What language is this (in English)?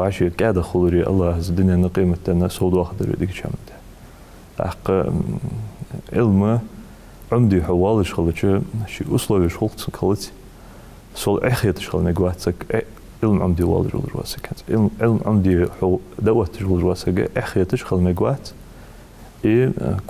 Ingush